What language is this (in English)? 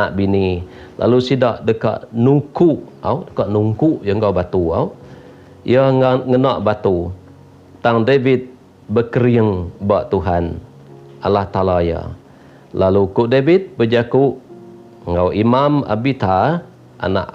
Iban